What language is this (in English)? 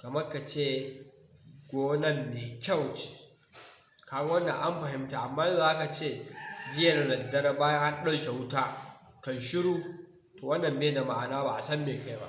Hausa